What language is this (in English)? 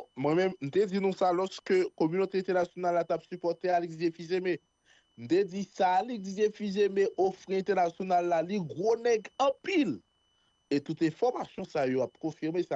Haitian Creole